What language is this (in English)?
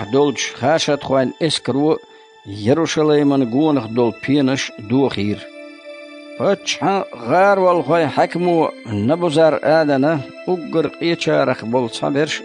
Chechen